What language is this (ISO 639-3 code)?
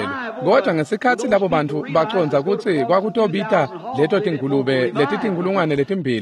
ssw